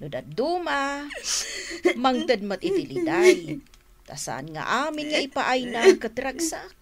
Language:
Iloko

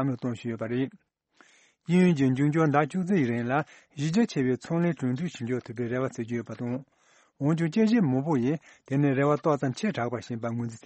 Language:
Tibetan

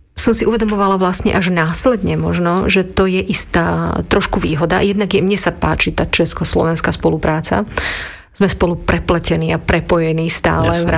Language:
Slovak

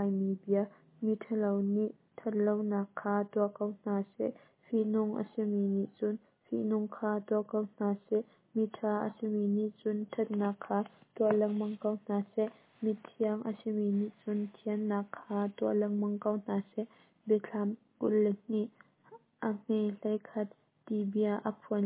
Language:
Hakha Chin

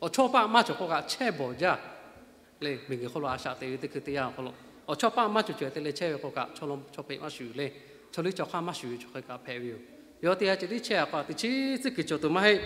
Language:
Lahu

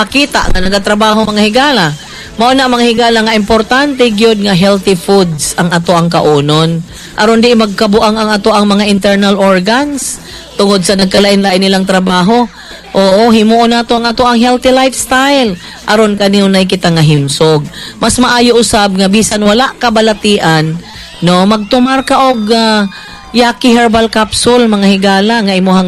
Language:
Cebuano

